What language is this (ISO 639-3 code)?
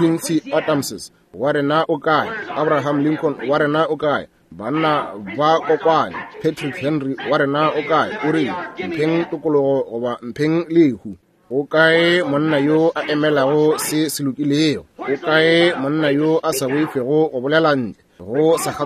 nso